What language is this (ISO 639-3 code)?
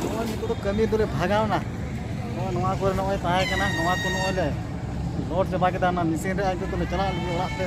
sat